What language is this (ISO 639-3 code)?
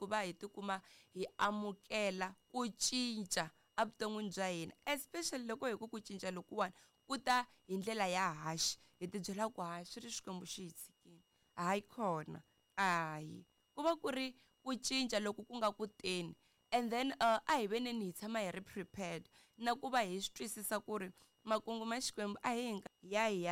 tso